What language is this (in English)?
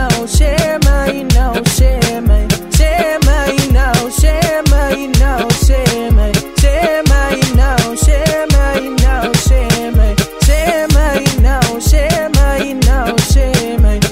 Afrikaans